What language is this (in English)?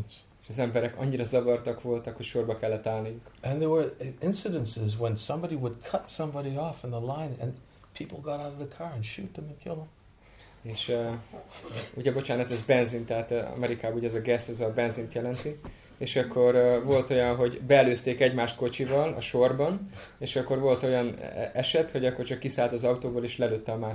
Hungarian